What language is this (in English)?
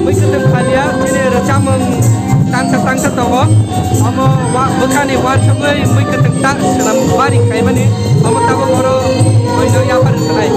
Kok Borok